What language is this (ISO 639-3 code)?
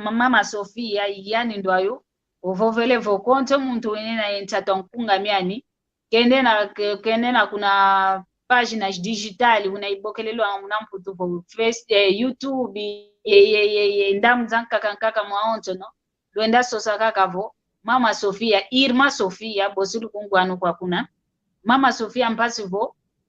kwy